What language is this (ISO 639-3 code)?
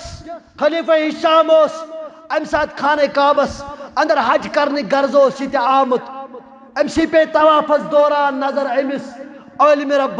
kas